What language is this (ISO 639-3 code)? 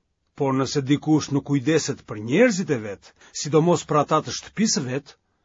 sqi